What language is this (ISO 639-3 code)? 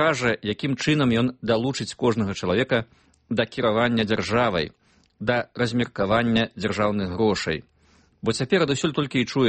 bel